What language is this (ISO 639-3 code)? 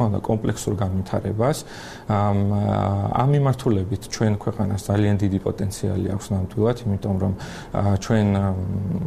kat